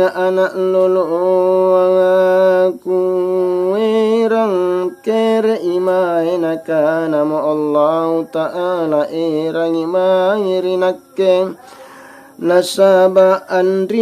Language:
Makasar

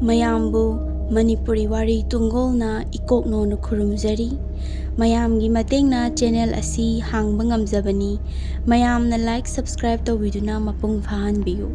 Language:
Manipuri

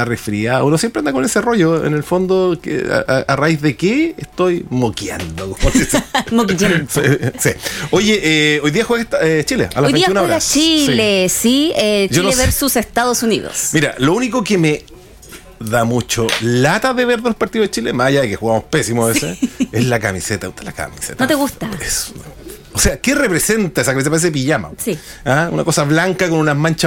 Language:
Spanish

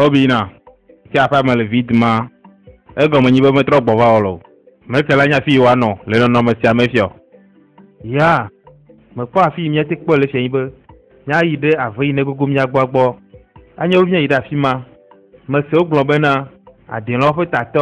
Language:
Ewe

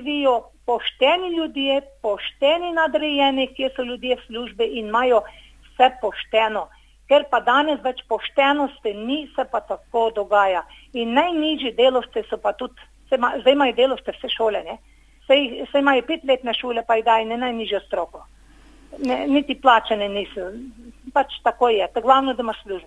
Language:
Slovenian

